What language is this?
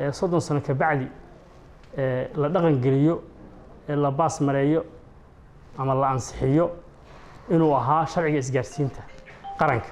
Somali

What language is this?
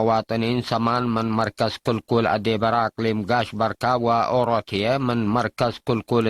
Tigre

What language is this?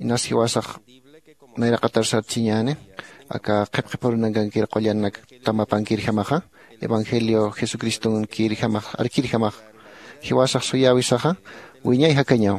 Aymara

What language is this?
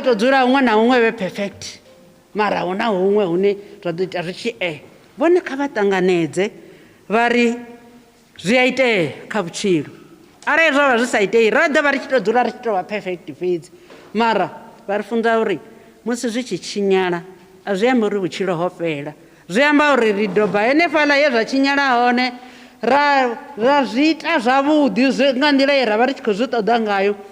Venda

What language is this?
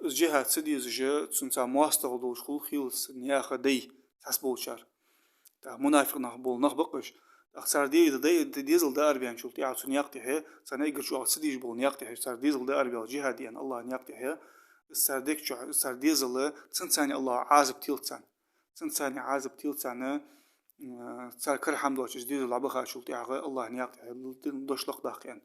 Ingush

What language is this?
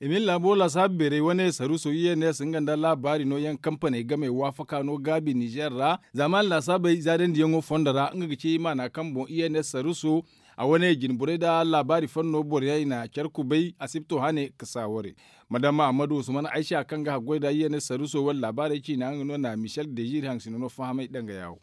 Zarma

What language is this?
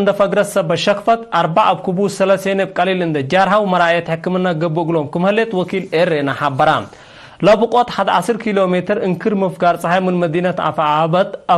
Tigre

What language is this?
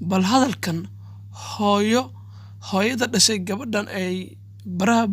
Somali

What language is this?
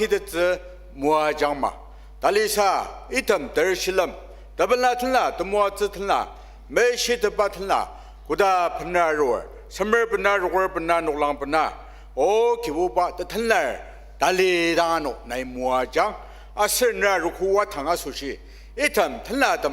Ao Naga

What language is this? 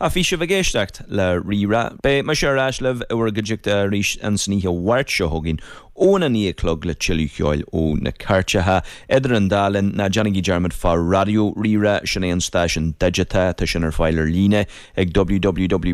Irish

